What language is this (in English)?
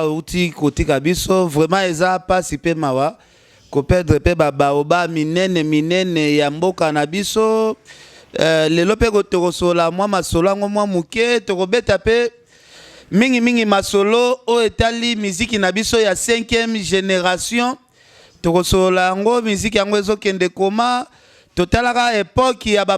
Lingala